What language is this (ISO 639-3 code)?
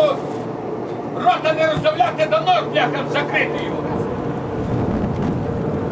ukr